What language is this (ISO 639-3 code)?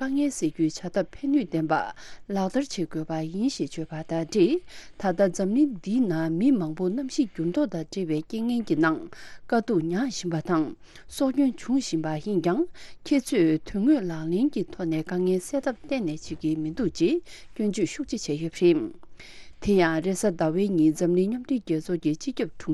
bod